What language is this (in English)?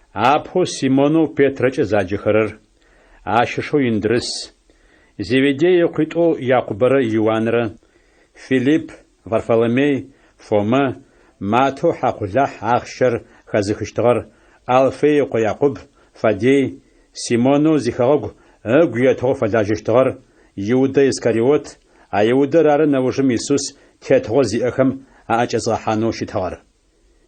Adyghe